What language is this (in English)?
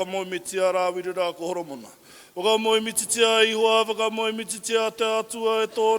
Māori